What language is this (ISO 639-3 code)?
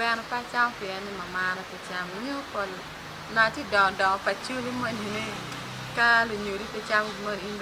ach